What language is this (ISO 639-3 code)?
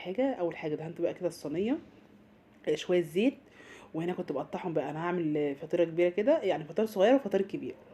arz